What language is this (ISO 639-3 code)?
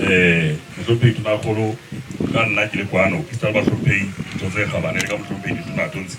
sot